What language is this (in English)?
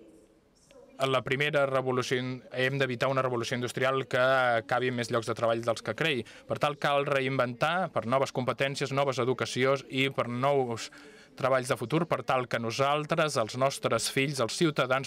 Catalan